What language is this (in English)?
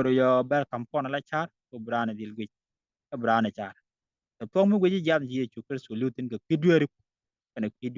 Nuer